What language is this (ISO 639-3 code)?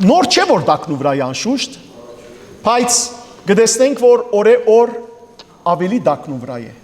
hyw